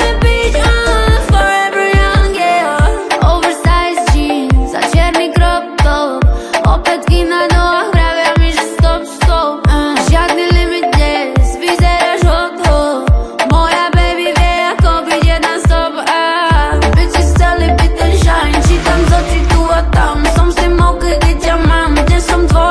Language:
Slovak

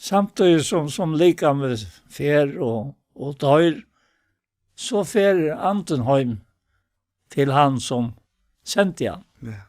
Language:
Faroese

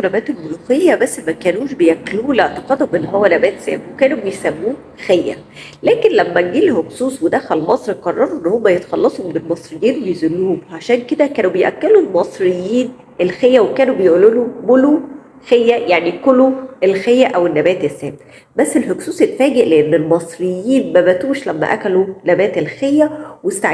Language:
Egyptian Arabic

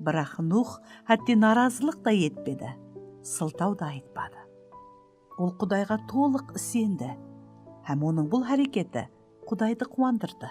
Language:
Kara-Kalpak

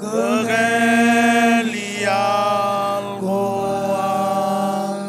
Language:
Marshallese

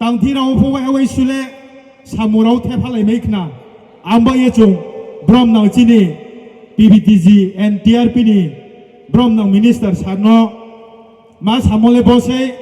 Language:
Riang (India)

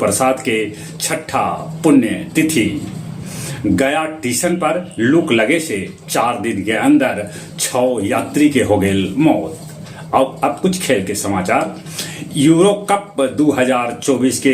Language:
Magahi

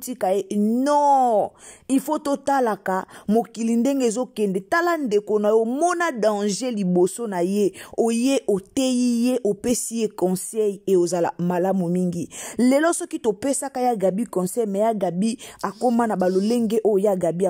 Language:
Lingala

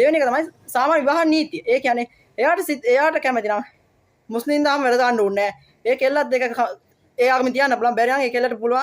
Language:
Sinhala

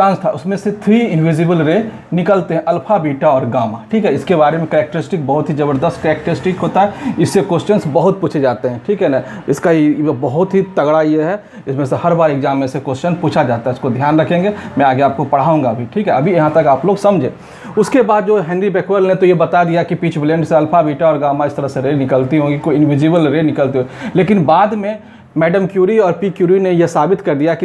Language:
Hindi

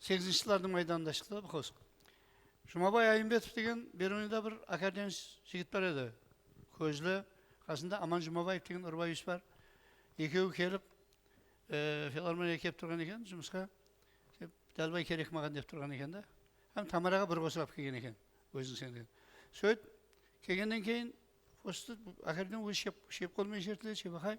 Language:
Kara-Kalpak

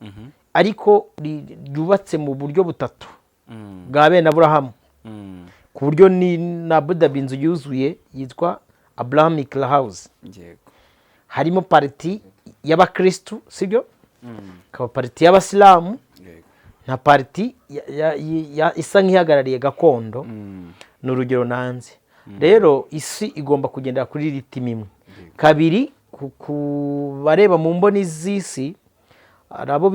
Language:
Kinyarwanda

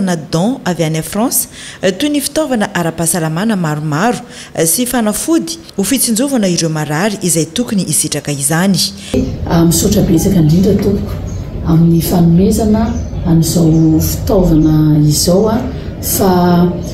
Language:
Malagasy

